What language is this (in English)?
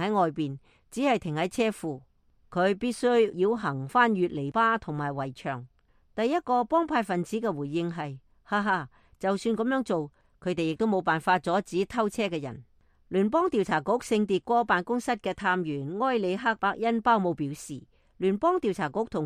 Cantonese